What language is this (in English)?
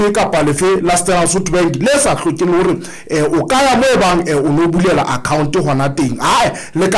Southern Sotho